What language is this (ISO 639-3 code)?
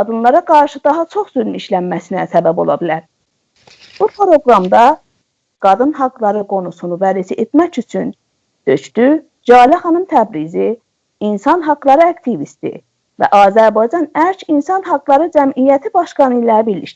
azb